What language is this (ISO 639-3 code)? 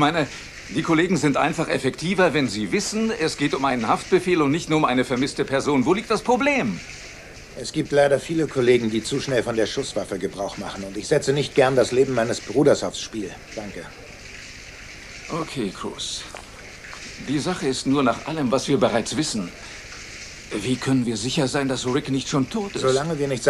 deu